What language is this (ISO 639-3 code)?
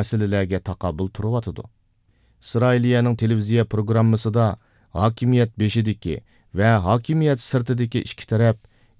uig